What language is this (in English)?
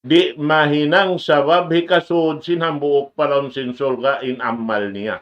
Tausug